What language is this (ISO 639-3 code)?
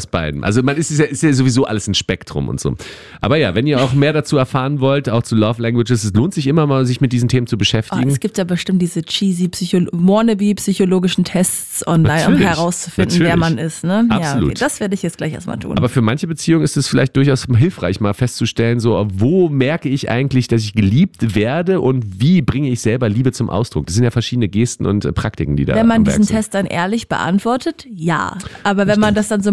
deu